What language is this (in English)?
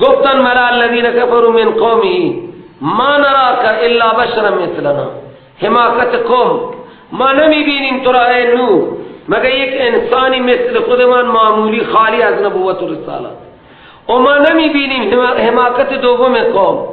Persian